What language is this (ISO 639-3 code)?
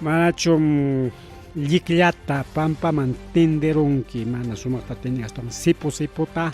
quy